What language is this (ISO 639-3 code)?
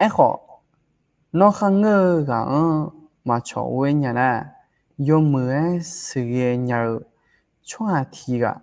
ahk